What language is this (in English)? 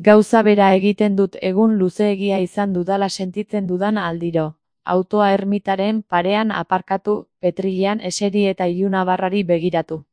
Basque